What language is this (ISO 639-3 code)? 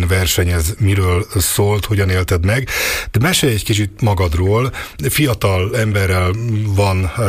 hun